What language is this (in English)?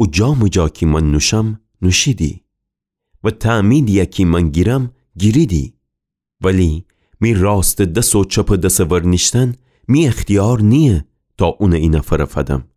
Gilaki